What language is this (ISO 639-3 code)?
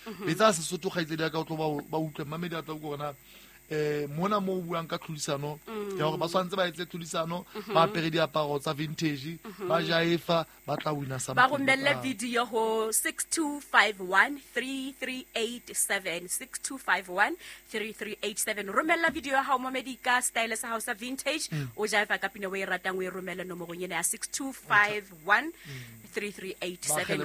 sot